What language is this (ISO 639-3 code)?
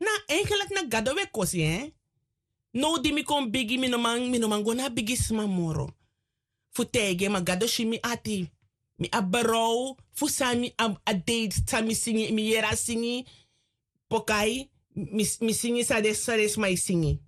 srn